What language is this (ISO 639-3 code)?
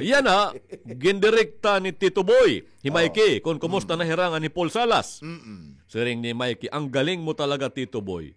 war